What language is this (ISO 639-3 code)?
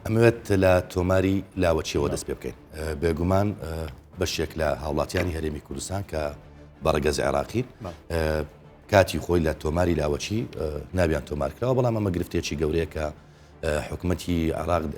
ckb